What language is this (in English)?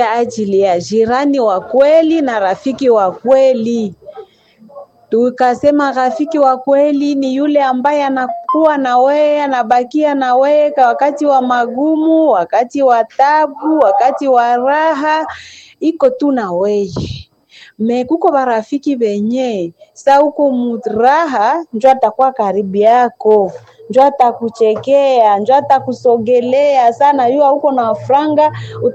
Swahili